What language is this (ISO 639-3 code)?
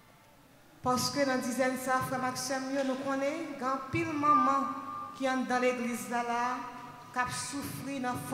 fra